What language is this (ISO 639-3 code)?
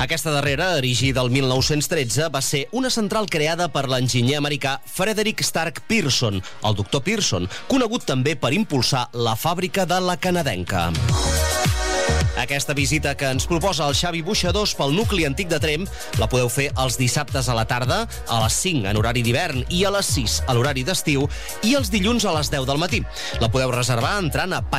cat